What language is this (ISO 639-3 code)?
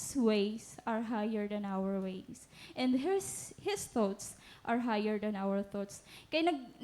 war